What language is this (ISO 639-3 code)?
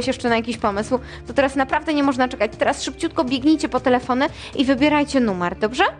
pol